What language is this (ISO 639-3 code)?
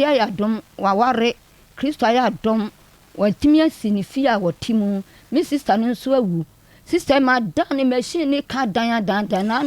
aka